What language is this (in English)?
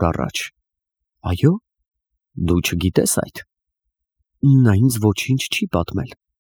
Armenian